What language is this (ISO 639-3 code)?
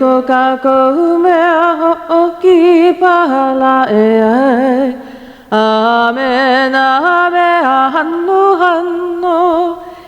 haw